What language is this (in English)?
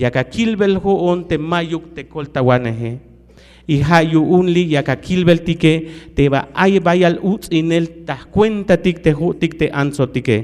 Tzeltal